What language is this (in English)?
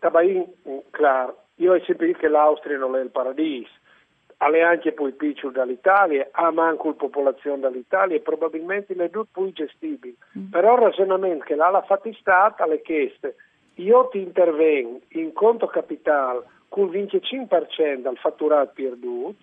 Friulian